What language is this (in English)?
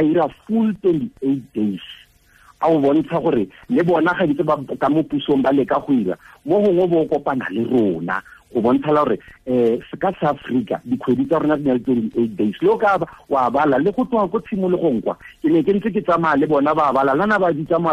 Tswana